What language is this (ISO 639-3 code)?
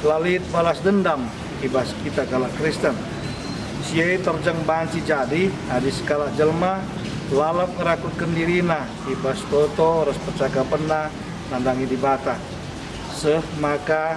btx